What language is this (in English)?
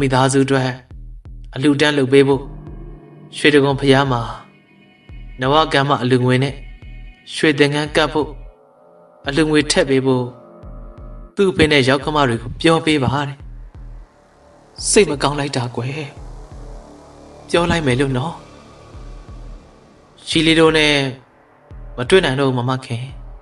Burmese